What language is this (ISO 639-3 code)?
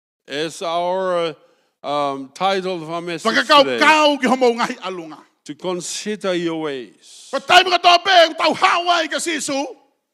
ton